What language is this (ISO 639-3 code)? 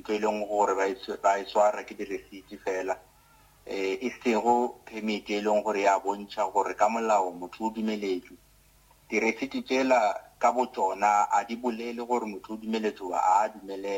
nso